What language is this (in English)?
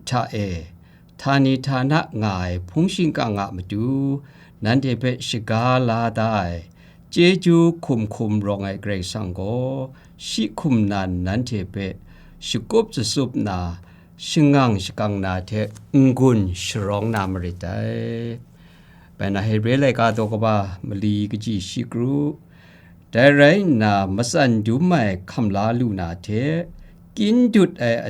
Kachin